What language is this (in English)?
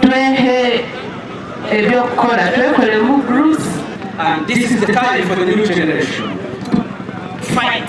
Nyankole